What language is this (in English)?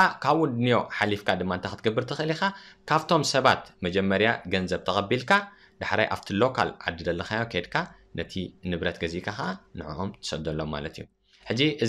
Tigrinya